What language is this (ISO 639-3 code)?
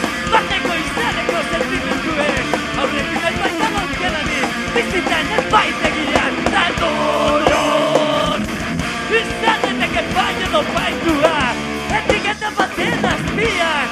eus